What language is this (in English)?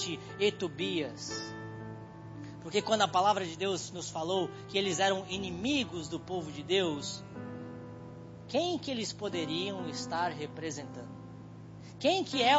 Portuguese